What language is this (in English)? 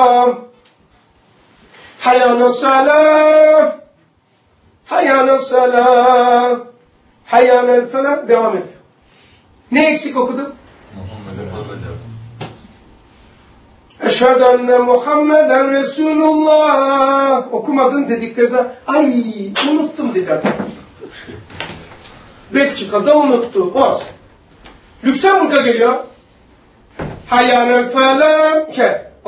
Turkish